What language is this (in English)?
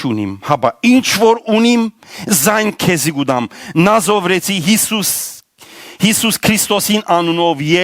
Western Armenian